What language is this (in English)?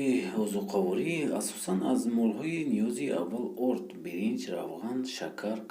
Tajik